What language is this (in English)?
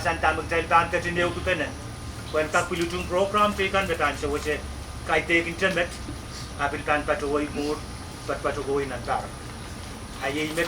Pohnpeian